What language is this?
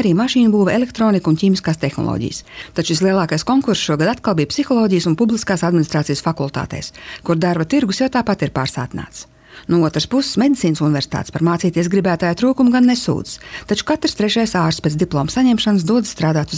Latvian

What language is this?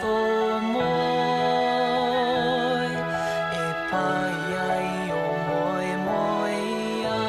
Māori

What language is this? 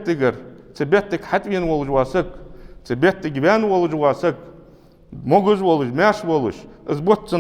Ingush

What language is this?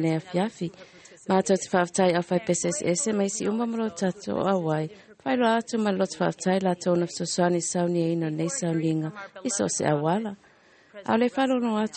Samoan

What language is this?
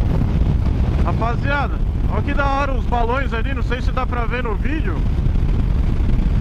Portuguese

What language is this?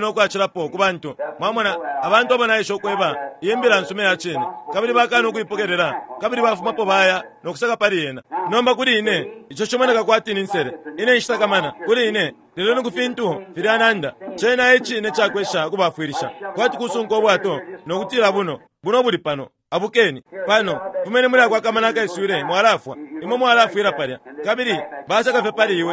Bemba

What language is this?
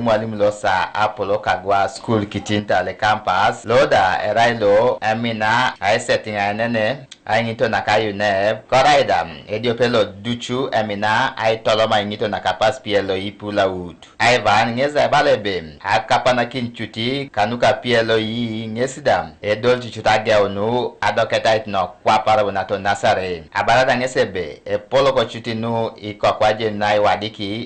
Teso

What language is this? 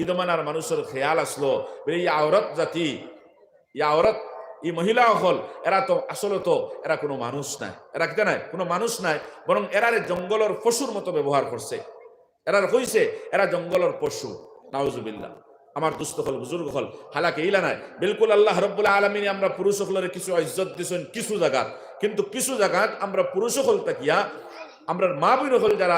Sylheti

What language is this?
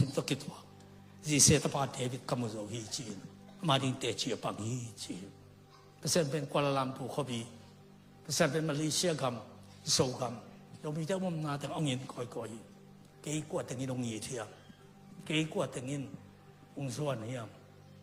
Tedim Chin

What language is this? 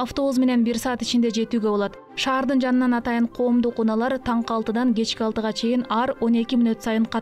Kyrgyz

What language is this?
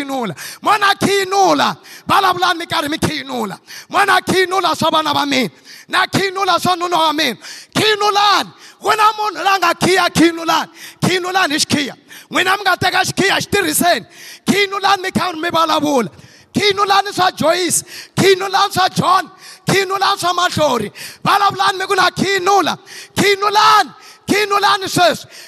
Tsonga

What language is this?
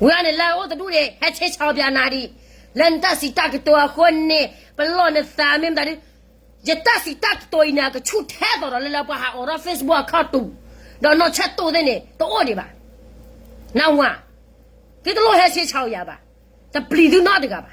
S'gaw Karen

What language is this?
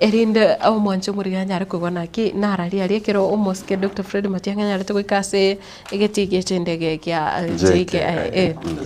Gusii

